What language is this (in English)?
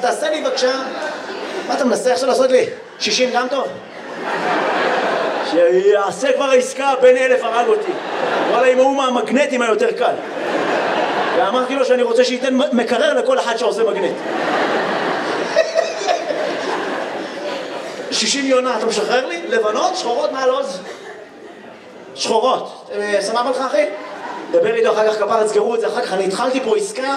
Hebrew